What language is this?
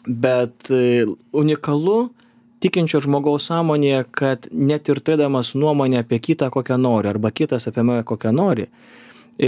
Lithuanian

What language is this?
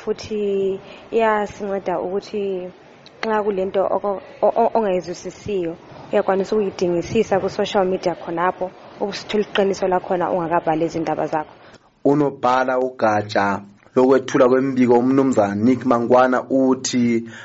North Ndebele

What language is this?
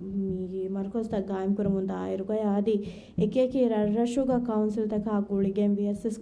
Divehi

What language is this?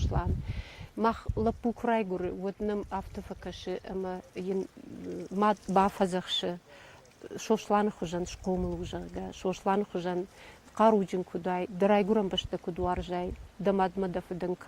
Ossetic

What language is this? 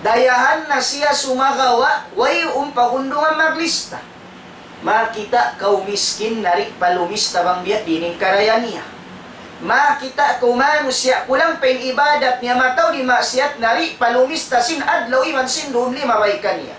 Tausug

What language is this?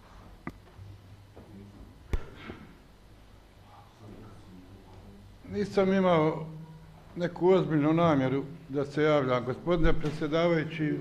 Bosnian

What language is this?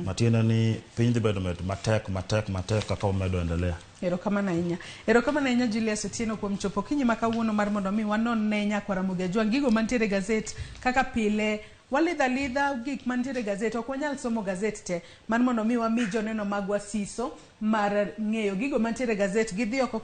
Luo (Kenya and Tanzania)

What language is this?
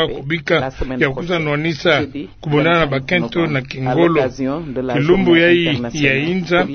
Kituba (Democratic Republic of Congo)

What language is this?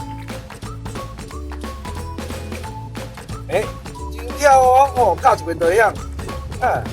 Min Nan Chinese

